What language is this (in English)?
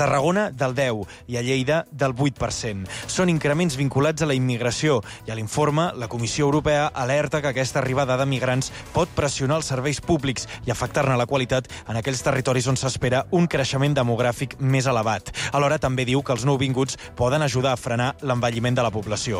Catalan